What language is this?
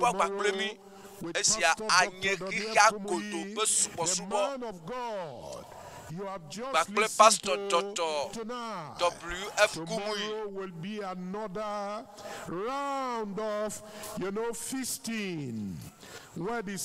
Ewe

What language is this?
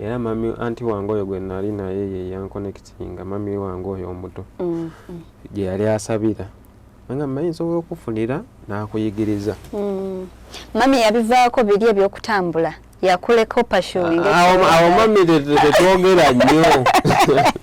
Ganda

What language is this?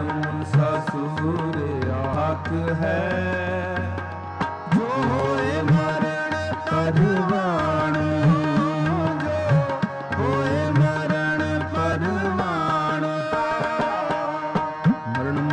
Punjabi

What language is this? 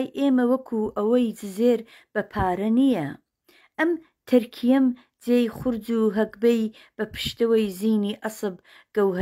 Central Kurdish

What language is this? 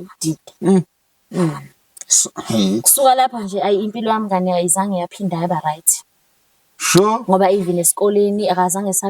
Zulu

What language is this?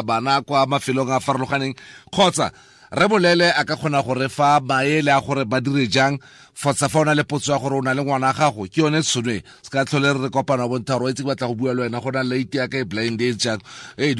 Tswana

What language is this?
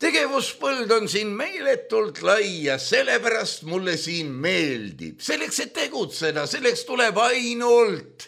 Estonian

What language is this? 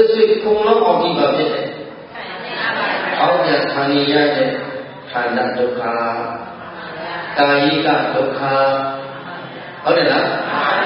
Burmese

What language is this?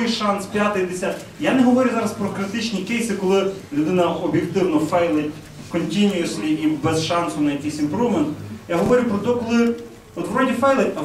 Ukrainian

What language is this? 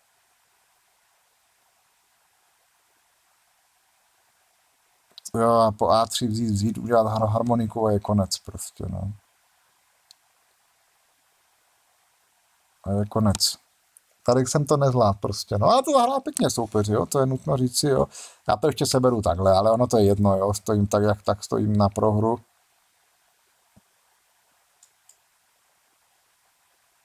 Czech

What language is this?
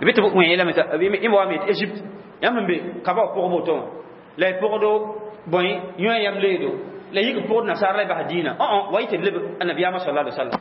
Mossi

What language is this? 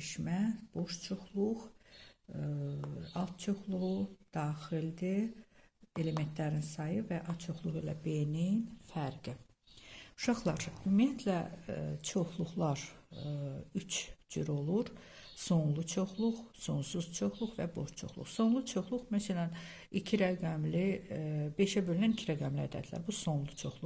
Azerbaijani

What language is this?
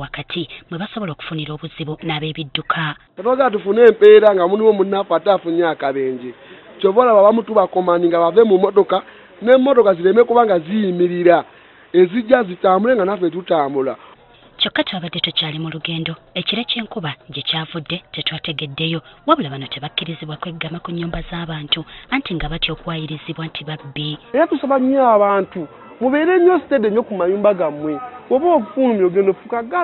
Ganda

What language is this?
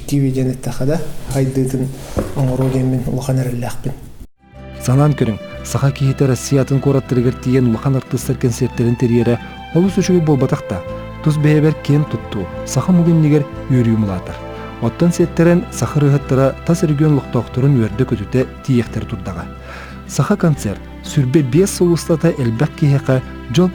Yakut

